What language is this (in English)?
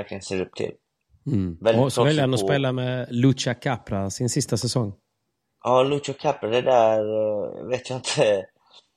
Swedish